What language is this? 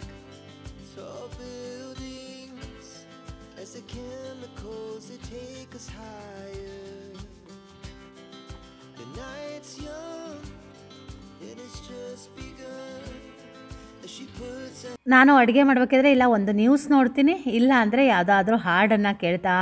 Kannada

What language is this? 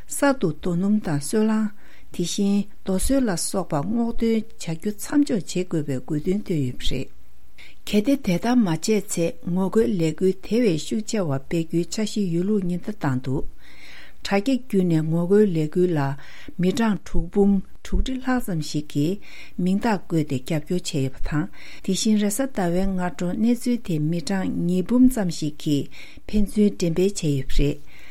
Tibetan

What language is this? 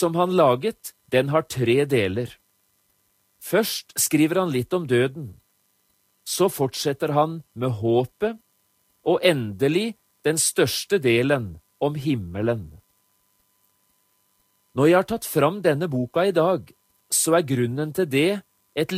Norwegian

